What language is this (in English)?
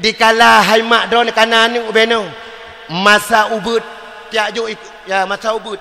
Achinese